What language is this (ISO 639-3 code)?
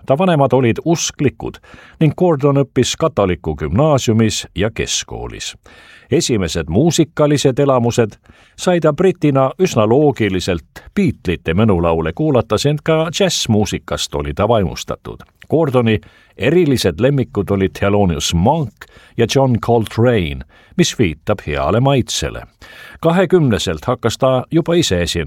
est